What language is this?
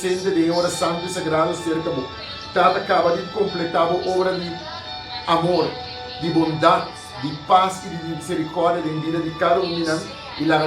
Papiamento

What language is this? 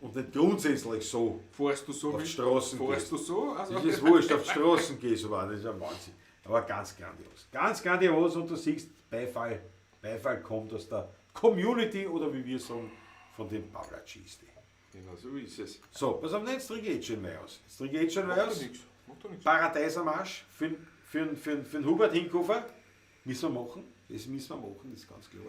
Bavarian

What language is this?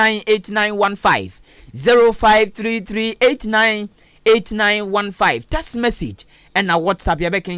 Akan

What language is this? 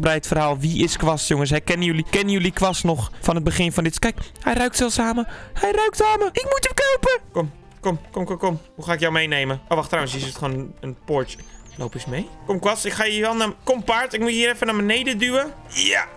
Dutch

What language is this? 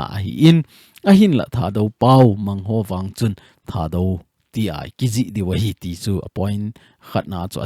Thado Chin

